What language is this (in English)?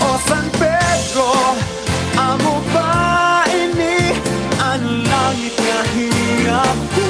Waray